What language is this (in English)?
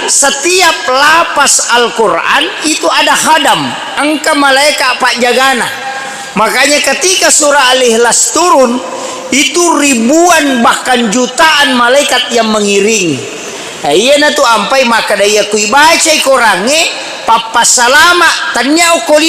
Buginese